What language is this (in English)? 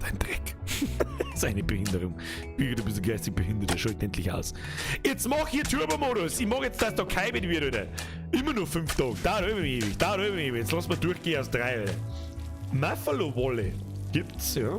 Bavarian